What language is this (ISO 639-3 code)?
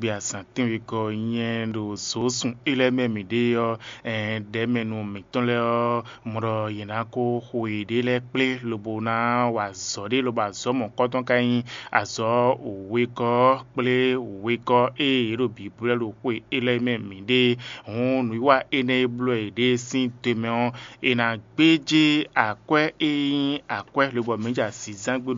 fon